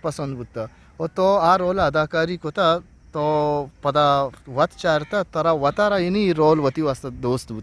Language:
Eastern Balochi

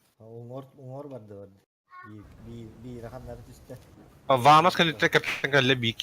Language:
Yakut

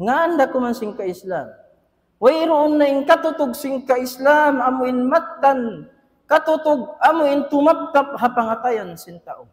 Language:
Tausug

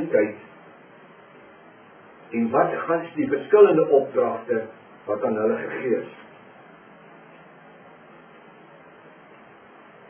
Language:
Afrikaans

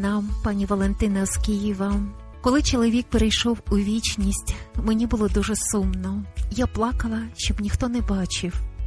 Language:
Ukrainian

